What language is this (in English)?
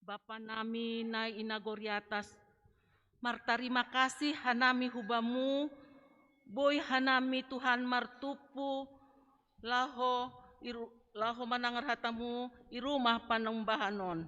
Batak Simalungun